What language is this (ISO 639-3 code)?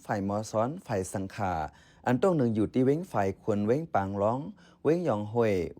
shn